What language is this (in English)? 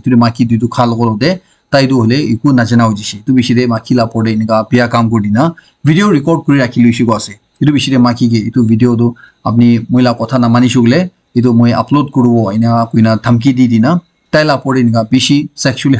Naga Pidgin